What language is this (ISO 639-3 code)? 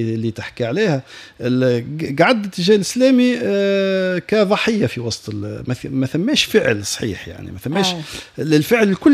aeb